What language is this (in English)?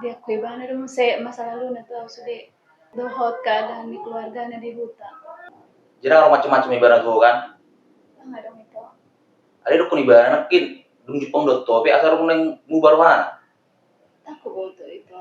Batak Toba